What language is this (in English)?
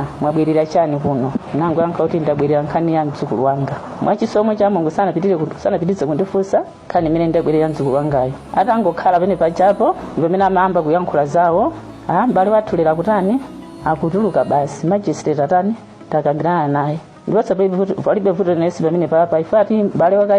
Nyanja